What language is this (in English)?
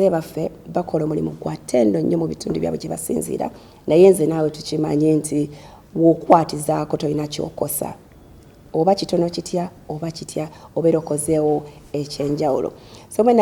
Ganda